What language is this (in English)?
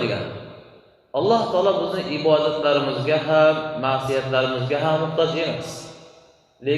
Uzbek